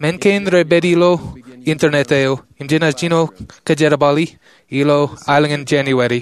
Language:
Marshallese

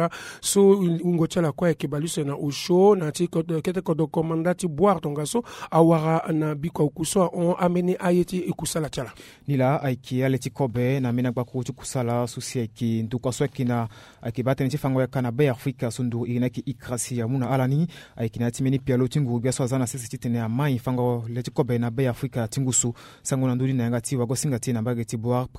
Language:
Sango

